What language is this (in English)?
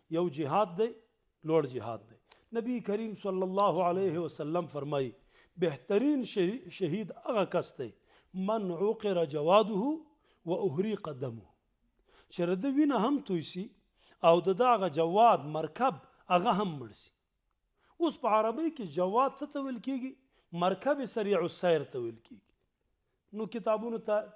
Pashto